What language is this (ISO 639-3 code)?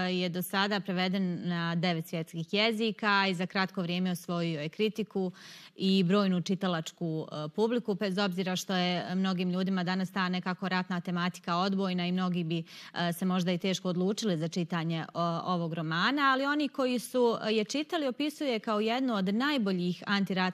hrv